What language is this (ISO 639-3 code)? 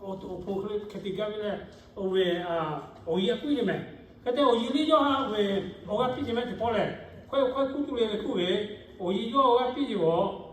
lhu